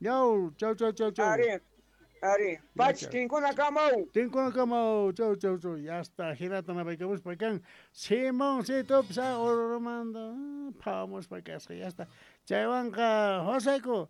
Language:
South Bolivian Quechua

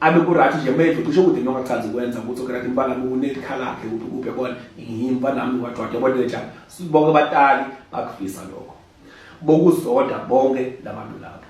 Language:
Zulu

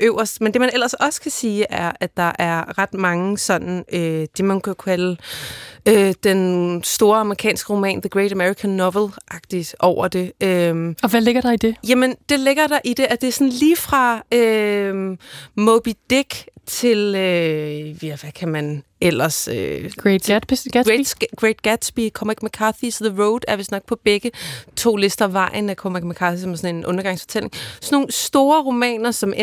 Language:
Danish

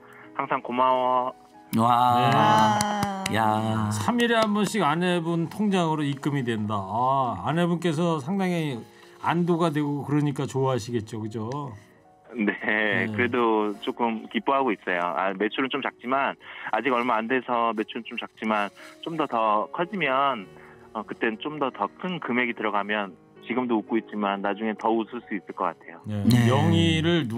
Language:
Korean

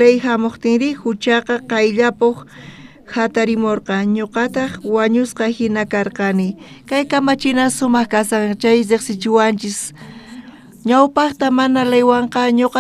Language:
South Bolivian Quechua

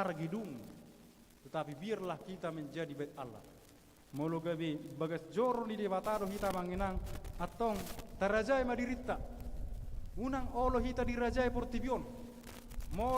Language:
Batak Toba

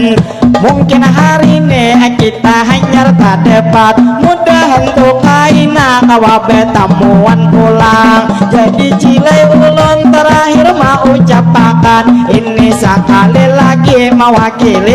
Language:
Banjar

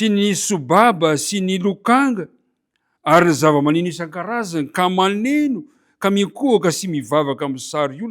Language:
Malagasy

